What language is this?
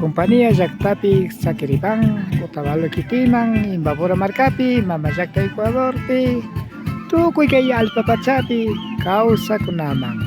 Imbabura Highland Quichua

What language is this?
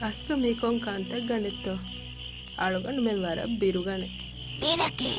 Divehi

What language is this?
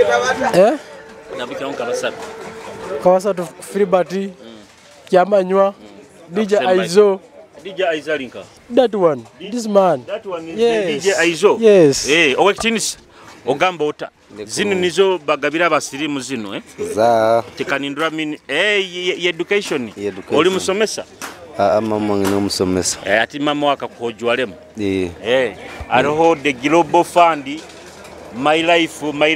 Nyoro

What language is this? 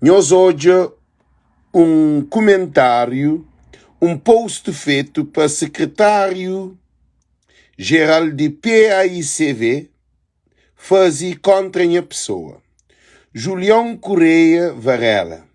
Kabuverdianu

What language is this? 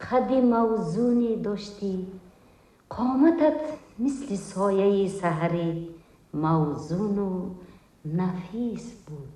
Tajik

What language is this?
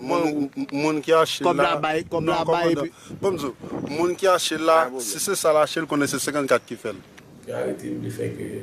Haitian Creole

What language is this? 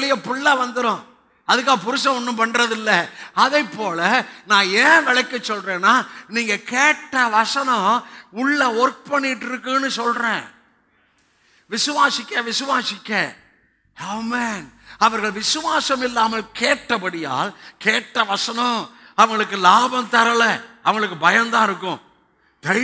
Tamil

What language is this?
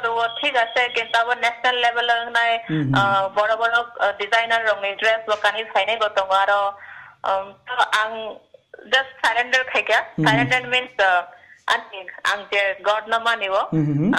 Kok Borok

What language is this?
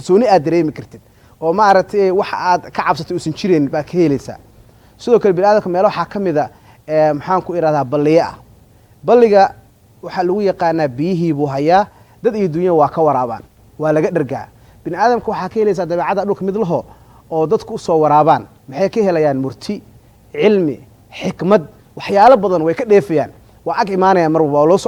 Somali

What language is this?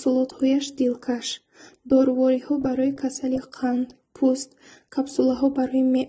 Tajik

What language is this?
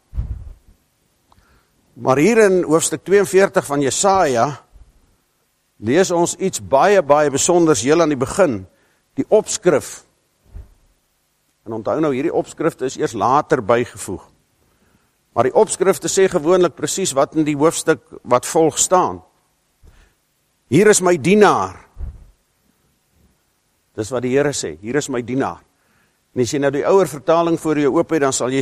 Afrikaans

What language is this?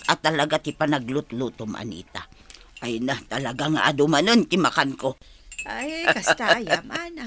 Iloko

